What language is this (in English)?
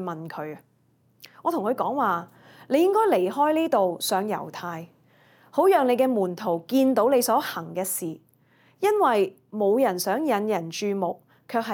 Cantonese